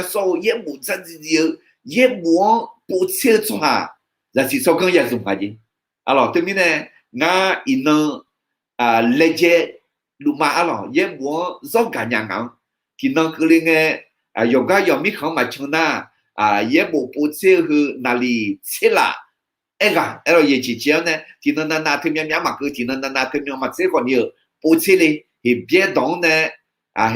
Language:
Akha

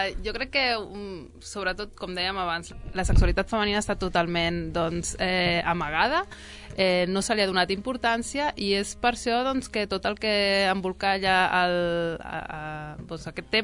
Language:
Catalan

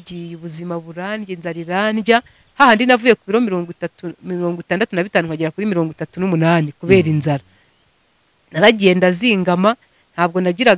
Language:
Kinyarwanda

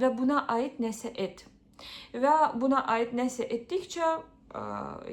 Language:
Azerbaijani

